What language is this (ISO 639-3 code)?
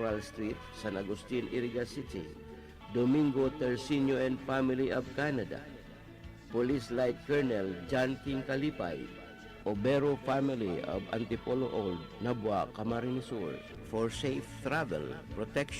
bik